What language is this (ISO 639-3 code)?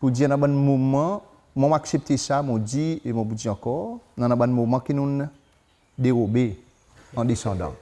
crs